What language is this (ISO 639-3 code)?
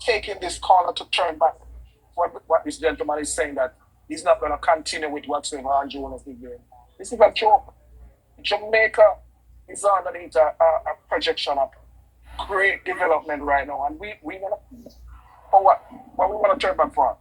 jam